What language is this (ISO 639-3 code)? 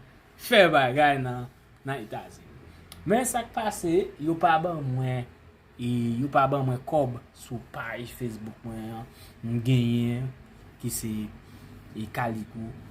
hat